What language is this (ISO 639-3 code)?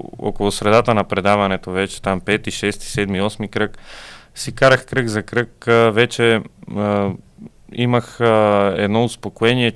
bul